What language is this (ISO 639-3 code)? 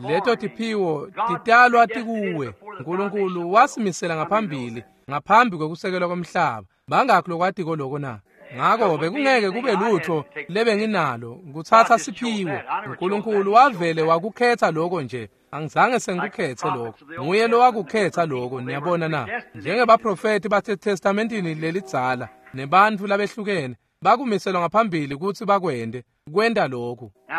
ssw